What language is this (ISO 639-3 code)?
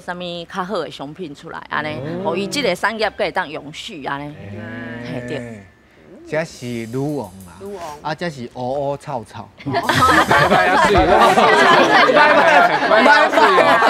nan